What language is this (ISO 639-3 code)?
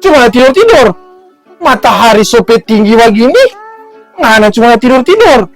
xmm